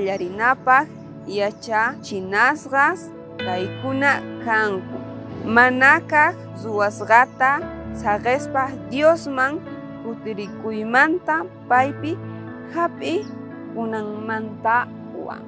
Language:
South Bolivian Quechua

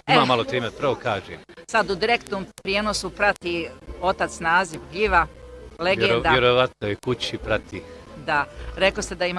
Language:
Bosnian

